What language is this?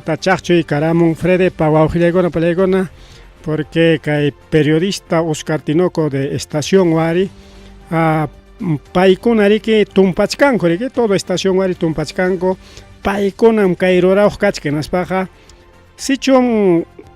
Ayacucho Quechua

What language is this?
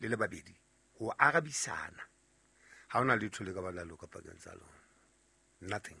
Southern Sotho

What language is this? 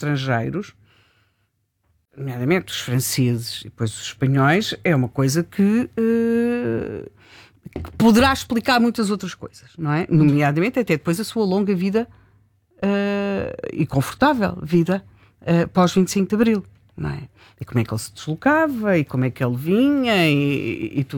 Portuguese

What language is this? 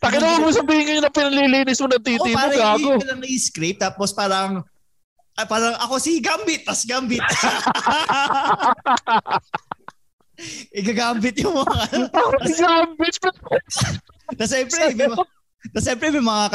Filipino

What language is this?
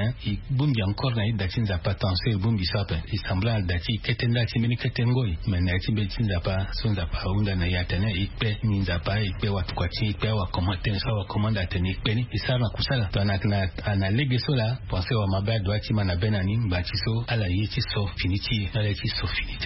Sango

